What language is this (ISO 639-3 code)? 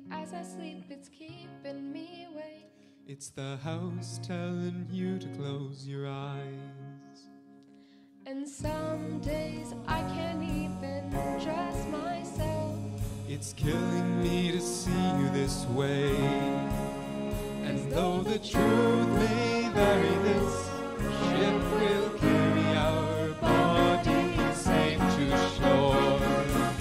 eng